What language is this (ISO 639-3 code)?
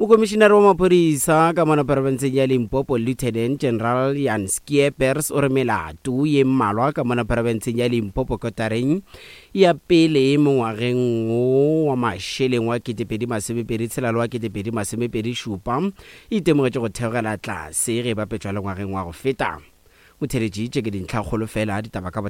nso